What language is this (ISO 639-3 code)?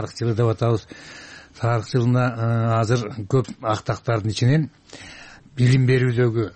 kir